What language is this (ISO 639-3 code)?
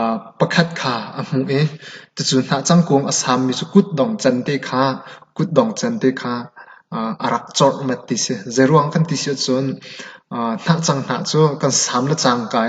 cnh